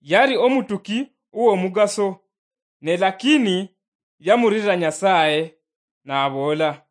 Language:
Luyia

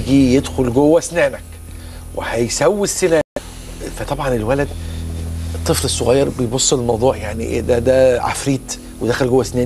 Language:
Egyptian Arabic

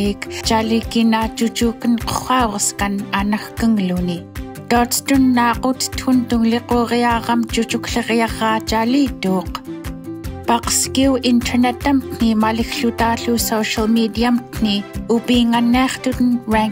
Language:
Central Yupik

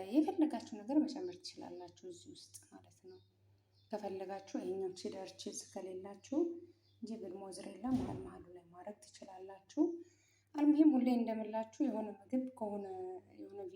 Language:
Amharic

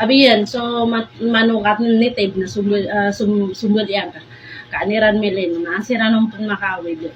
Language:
Maranao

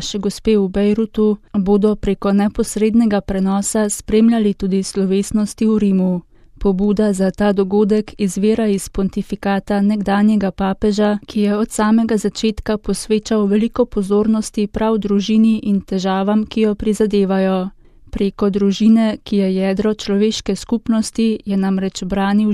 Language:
Slovenian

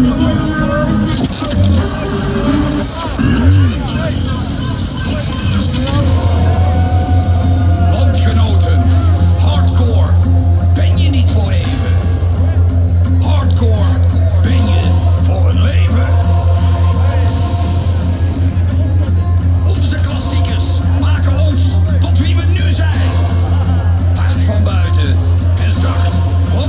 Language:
Dutch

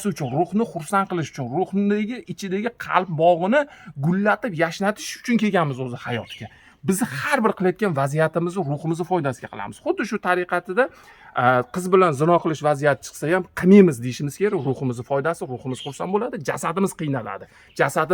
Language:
Uzbek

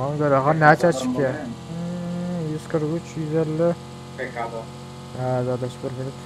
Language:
Turkmen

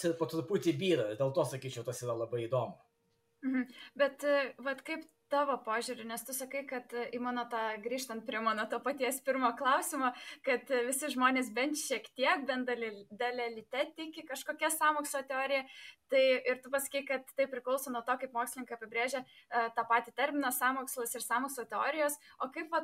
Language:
Lithuanian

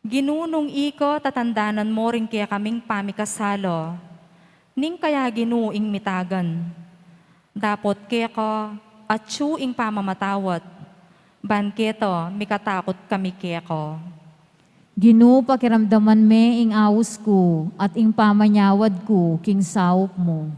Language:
Pampanga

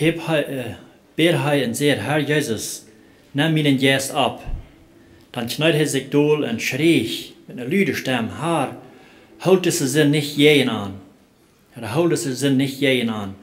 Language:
Plautdietsch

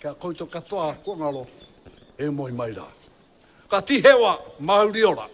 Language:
Māori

